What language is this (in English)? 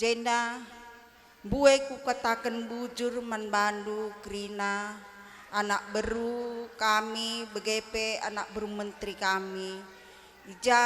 Batak Karo